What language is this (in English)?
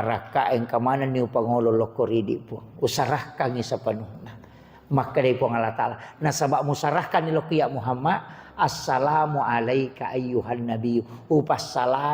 Buginese